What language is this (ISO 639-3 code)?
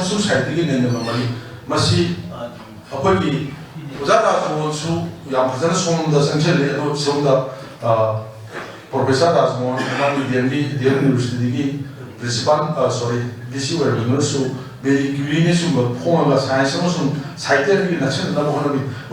mni